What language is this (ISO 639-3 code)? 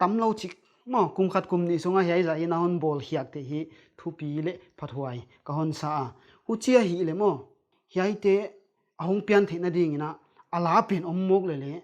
pck